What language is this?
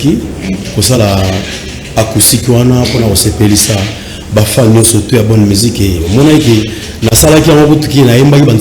Lingala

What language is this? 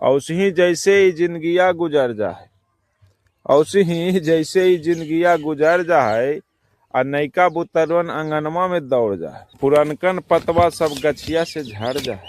Magahi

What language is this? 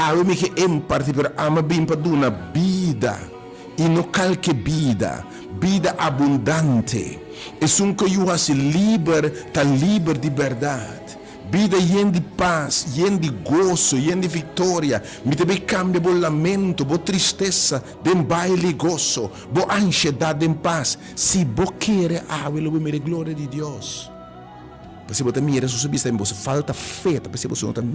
Papiamento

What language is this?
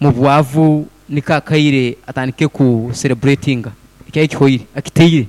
Nyoro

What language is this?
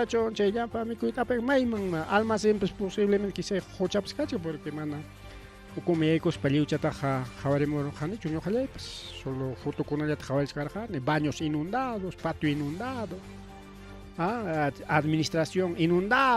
Ayacucho Quechua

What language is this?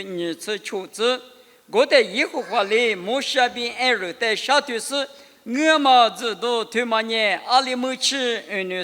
Lisu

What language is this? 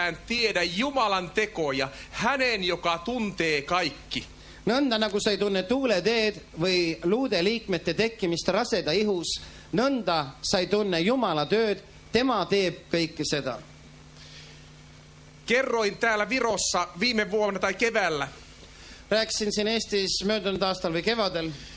Estonian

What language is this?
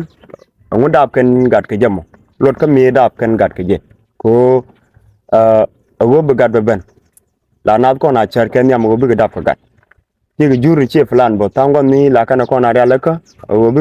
Nuer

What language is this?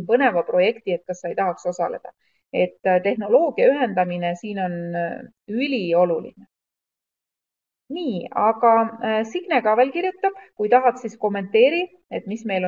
Estonian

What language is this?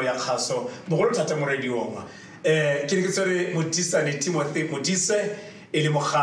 Tswana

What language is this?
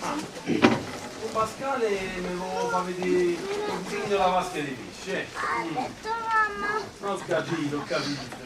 Neapolitan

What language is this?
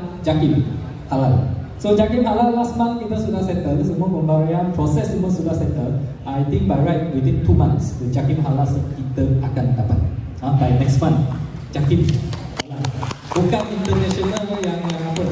Malay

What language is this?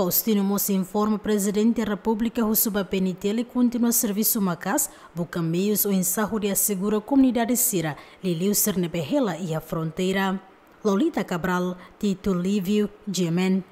Tetum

